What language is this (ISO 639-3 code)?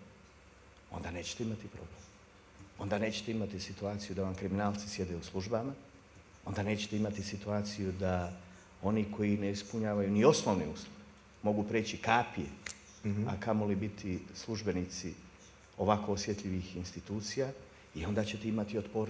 bos